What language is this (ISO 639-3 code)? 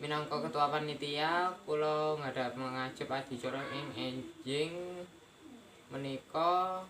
jav